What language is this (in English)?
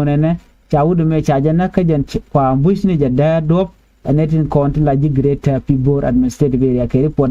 Nuer